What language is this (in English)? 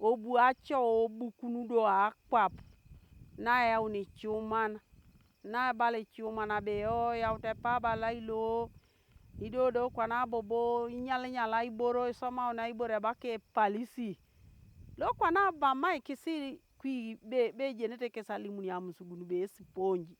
Teso